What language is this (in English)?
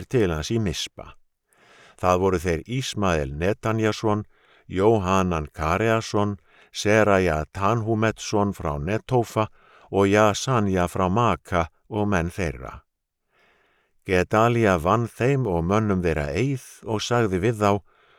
Icelandic